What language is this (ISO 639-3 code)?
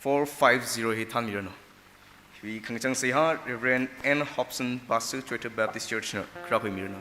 nmf